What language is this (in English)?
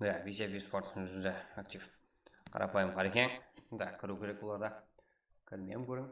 Kara-Kalpak